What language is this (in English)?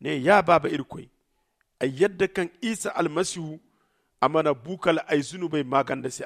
Zarma